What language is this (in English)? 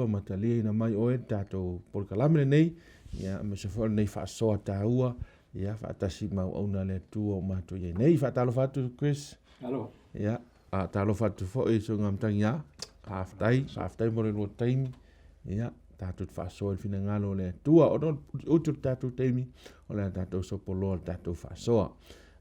Samoan